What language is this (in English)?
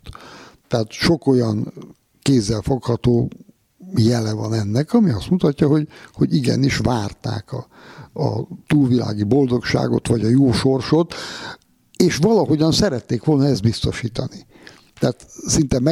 Hungarian